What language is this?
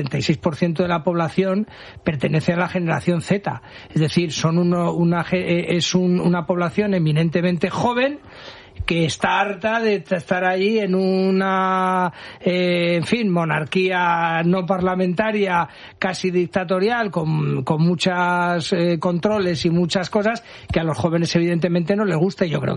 Spanish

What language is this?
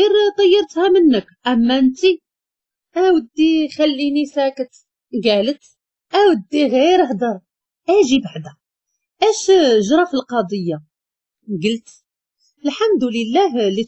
Moroccan Arabic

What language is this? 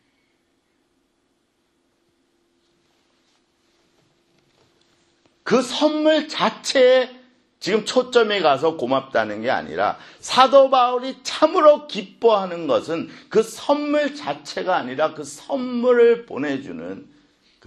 Korean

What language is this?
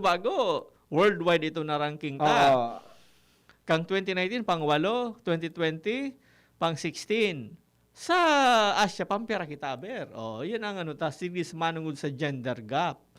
Bikol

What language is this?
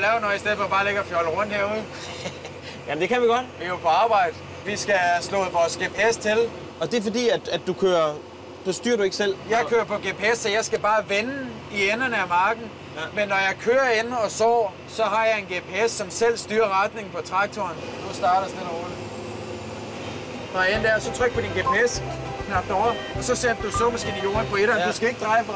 Danish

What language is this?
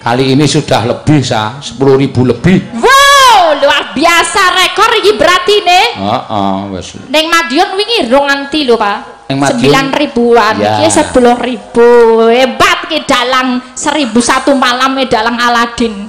Javanese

